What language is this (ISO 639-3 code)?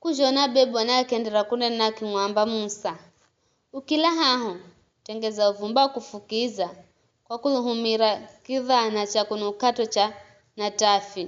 nyf